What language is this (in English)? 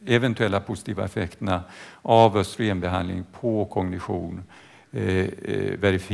Swedish